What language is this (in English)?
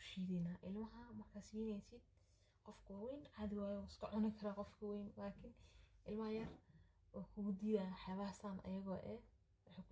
Somali